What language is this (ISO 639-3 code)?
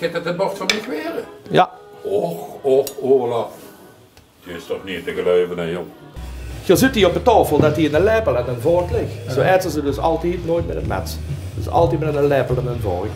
lim